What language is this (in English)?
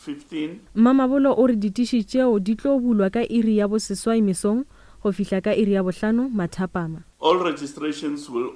Northern Sotho